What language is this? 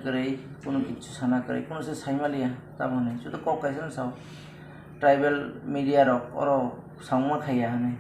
Kok Borok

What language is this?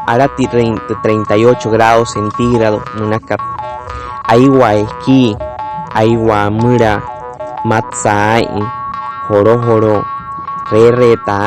Wayuu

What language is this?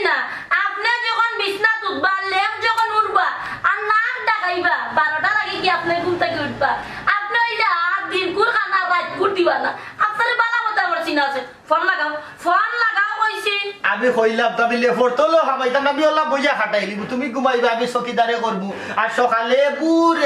Sylheti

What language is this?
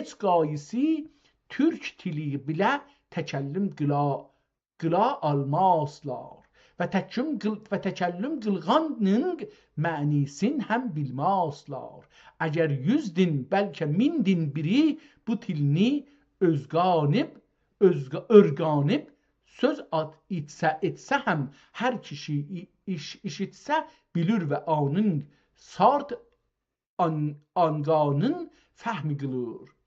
South Azerbaijani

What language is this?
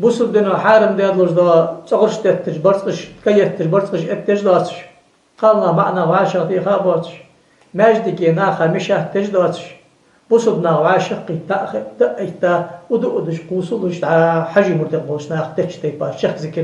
Ingush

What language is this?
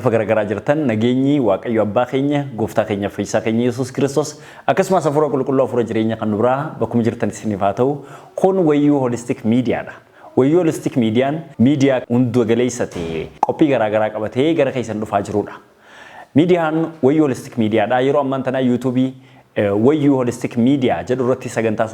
Oromo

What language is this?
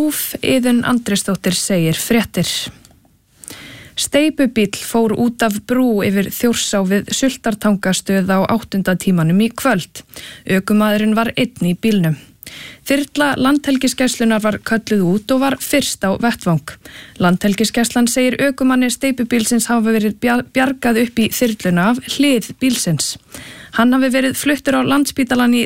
Icelandic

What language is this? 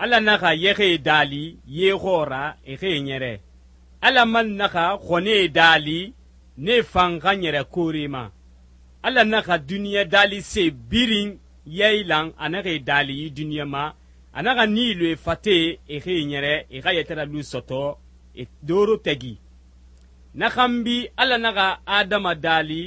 Susu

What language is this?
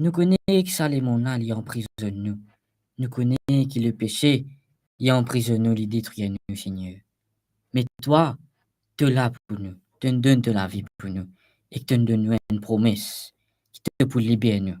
Morisyen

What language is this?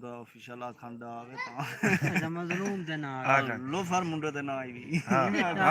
Saraiki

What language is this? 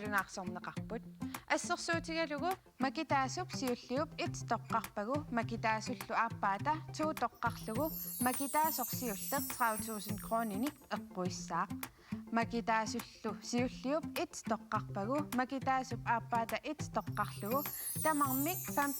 Kalaallisut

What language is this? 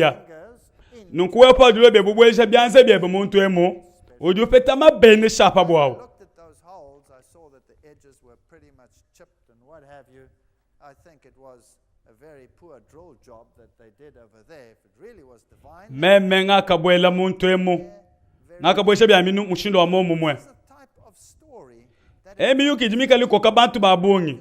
Luba-Lulua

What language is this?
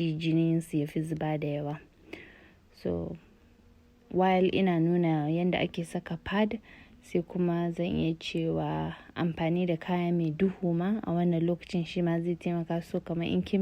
Hausa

